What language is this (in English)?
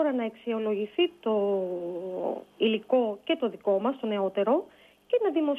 Greek